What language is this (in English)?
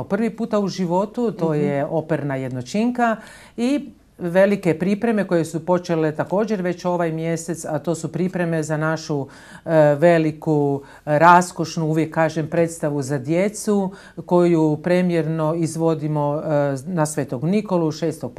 Croatian